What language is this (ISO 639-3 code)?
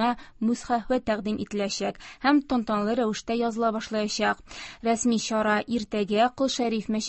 tat